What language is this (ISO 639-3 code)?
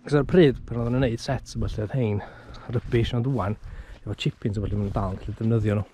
cym